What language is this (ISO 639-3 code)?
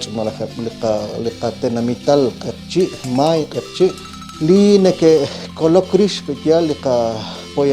kek